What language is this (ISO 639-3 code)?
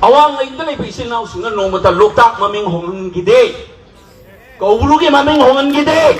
mni